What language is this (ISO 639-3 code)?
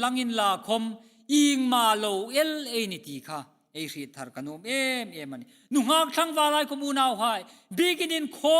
hmr